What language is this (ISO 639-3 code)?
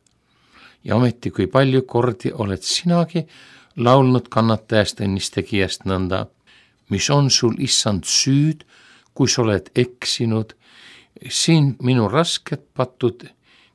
est